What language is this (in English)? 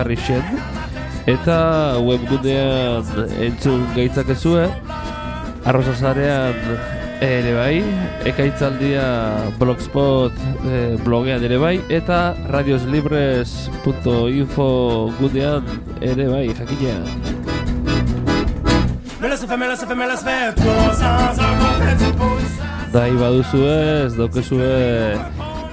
Basque